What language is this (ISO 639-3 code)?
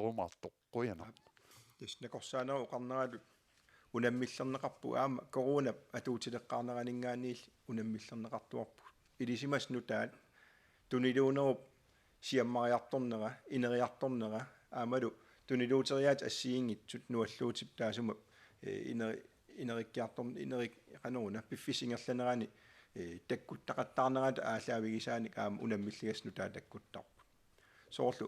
kal